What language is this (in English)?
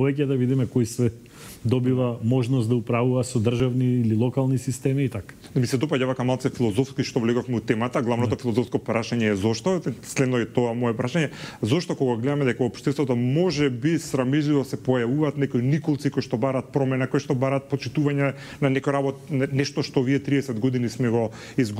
Macedonian